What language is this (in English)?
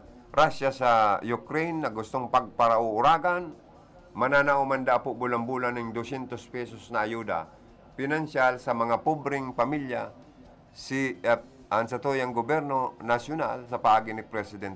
Bikol